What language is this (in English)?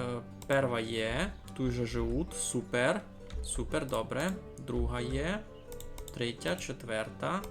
Rusyn